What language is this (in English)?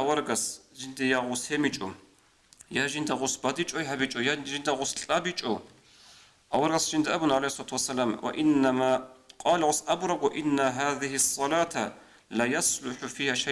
Avaric